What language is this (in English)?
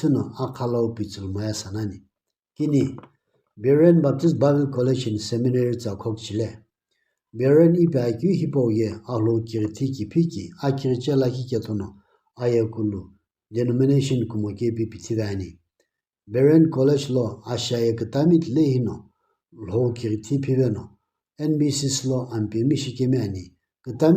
Sumi Naga